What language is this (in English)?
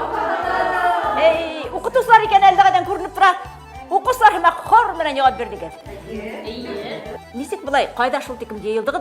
Bashkir